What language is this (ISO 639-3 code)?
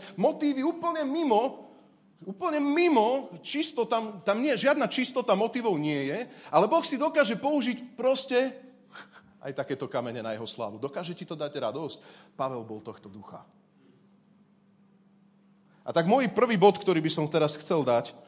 slk